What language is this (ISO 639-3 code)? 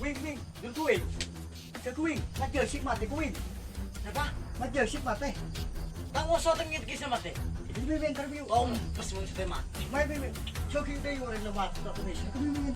mad